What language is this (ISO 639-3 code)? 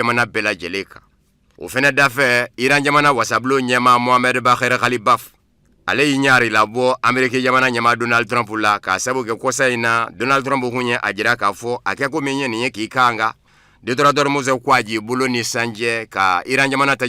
bam